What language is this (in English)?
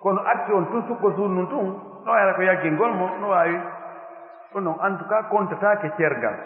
Pular